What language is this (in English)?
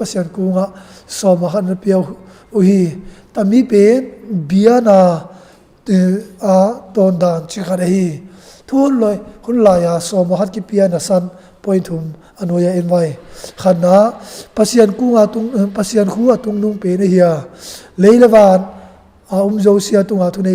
Tedim Chin